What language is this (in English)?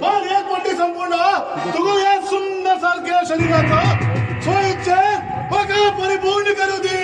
Konkani